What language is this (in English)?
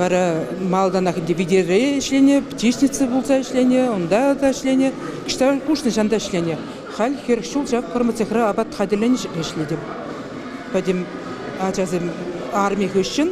Chuvash